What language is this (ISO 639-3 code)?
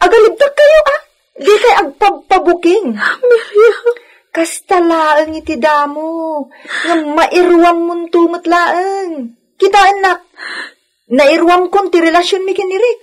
ilo